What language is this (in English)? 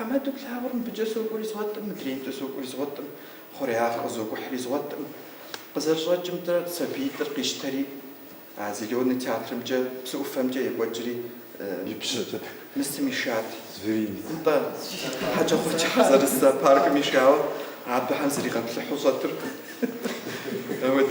Kabardian